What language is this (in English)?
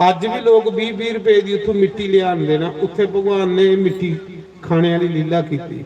Dogri